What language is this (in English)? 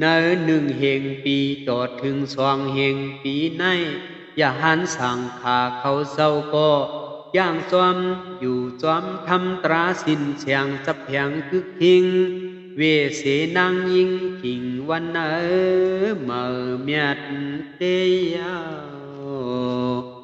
Shan